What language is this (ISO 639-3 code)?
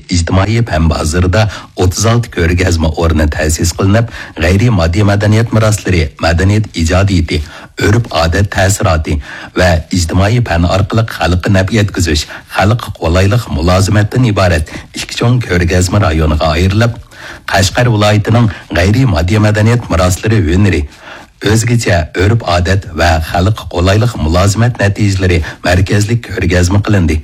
uig